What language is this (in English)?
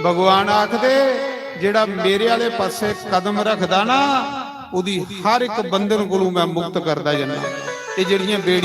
Dogri